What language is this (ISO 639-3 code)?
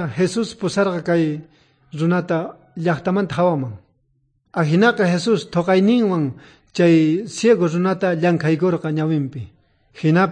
quh